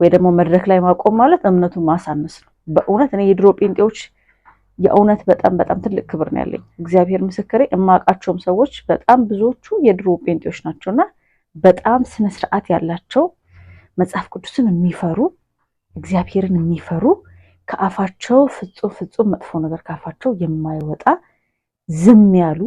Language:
Amharic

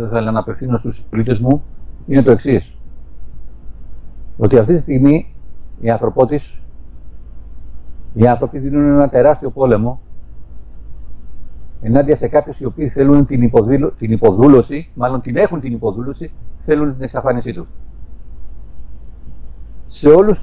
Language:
Greek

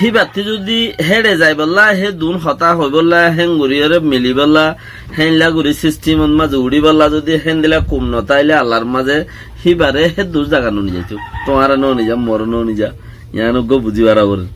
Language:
Rohingya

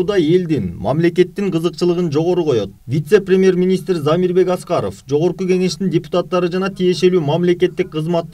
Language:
Kyrgyz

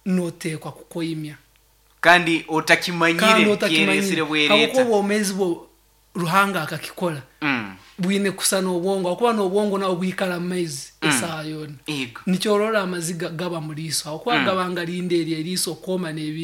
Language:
Nyoro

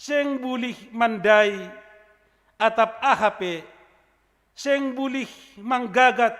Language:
Batak Simalungun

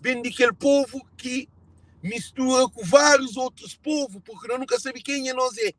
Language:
Kabuverdianu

